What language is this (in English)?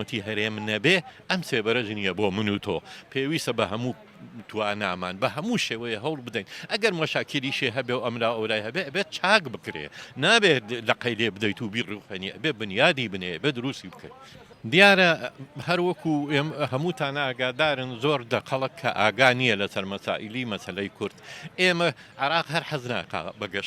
Central Kurdish